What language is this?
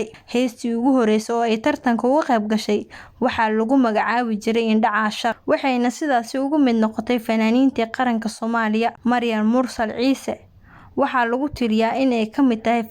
Somali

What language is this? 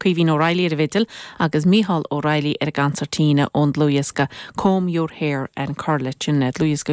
Irish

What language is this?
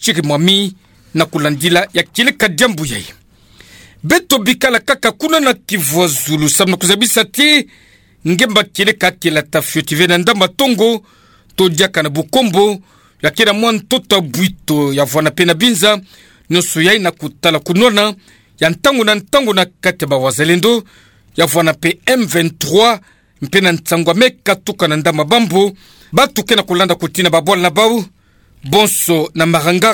Kituba (Democratic Republic of Congo)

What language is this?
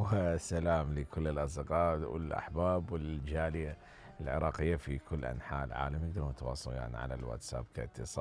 Mesopotamian Arabic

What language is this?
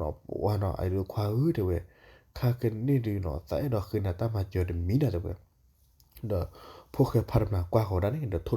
S'gaw Karen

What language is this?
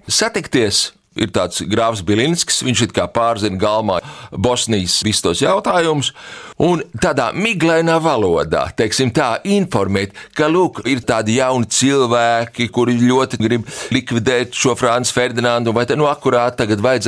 Latvian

